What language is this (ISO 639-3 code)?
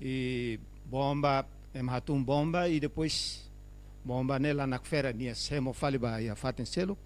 tet